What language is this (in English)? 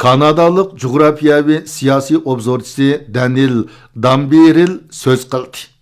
Uyghur